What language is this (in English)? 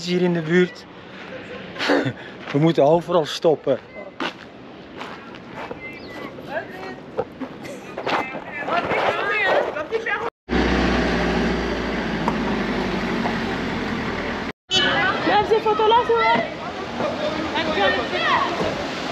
Dutch